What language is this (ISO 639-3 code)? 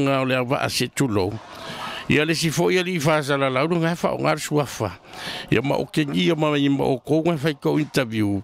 smo